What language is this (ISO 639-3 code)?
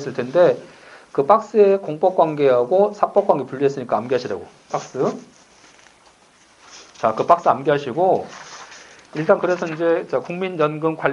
kor